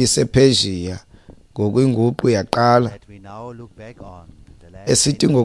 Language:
Xhosa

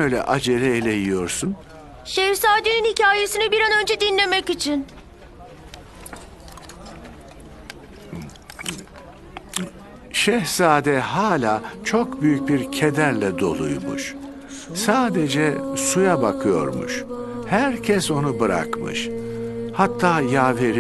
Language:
Turkish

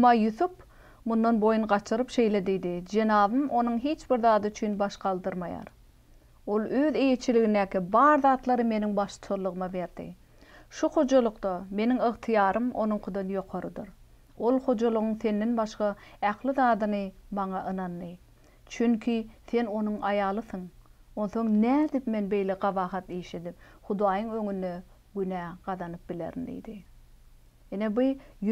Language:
Turkmen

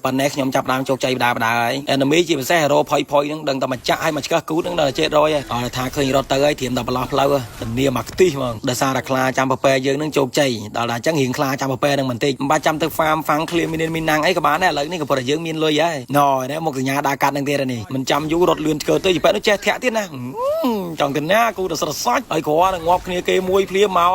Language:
Khmer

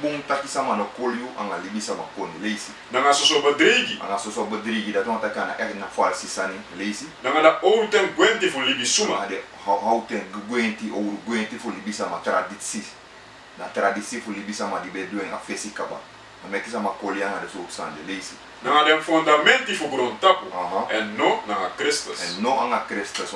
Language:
Sranan Tongo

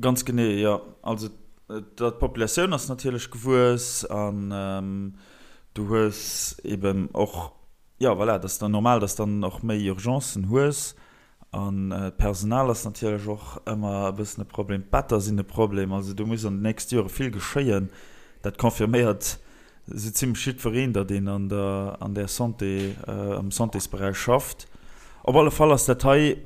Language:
Luxembourgish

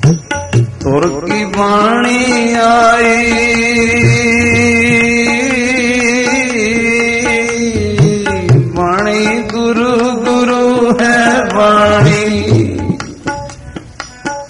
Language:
Punjabi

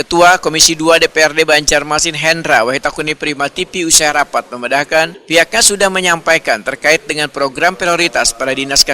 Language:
Banjar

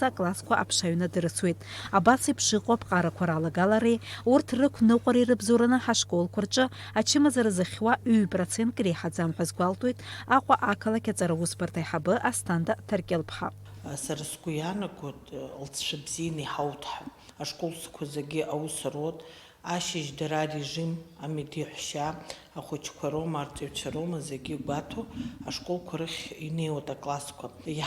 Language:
Abkhazian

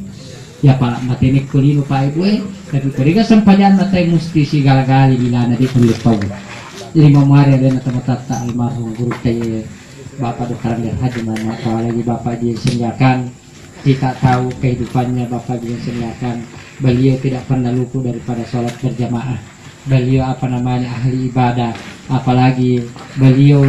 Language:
Buginese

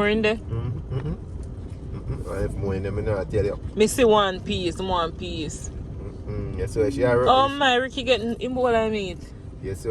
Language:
Jamaican Creole English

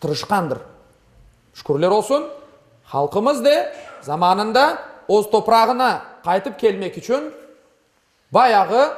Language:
Crimean Tatar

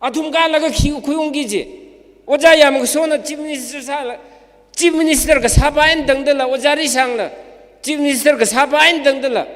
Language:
Tangkhul Naga (India)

